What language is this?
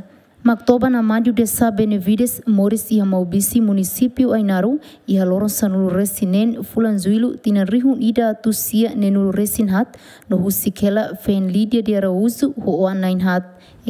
Tetum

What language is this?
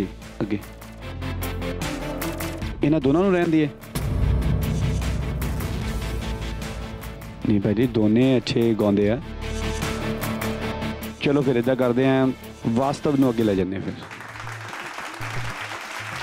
Punjabi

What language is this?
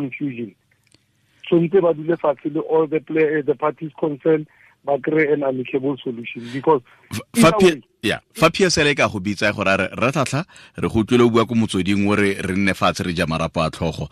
Tswana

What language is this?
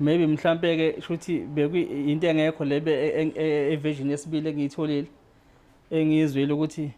Zulu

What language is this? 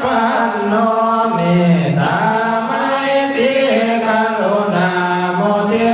Pali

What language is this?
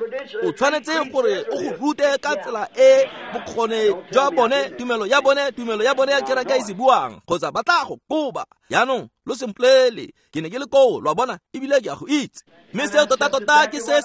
Tswana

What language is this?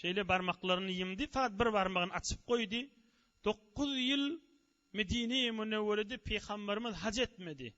Turkmen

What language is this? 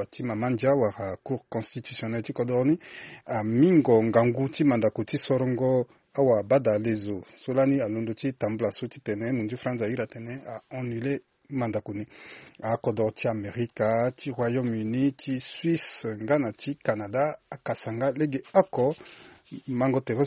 Sango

